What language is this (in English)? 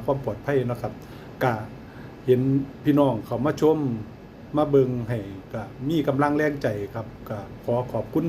Northeastern Thai